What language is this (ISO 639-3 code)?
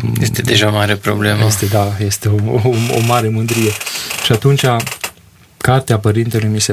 ron